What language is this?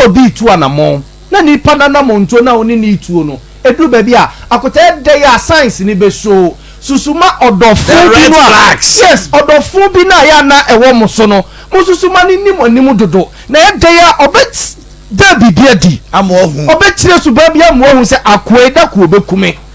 Akan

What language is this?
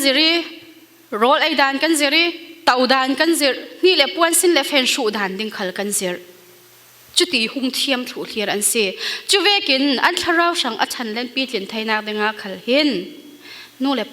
Falam Chin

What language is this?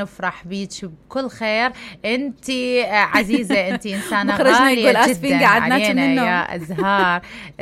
Mesopotamian Arabic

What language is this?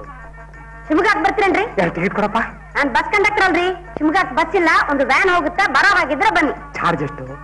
Kannada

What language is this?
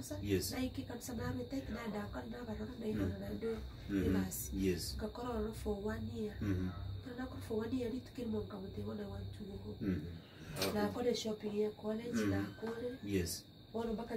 Gusii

